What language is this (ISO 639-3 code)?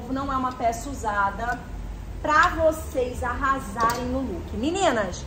por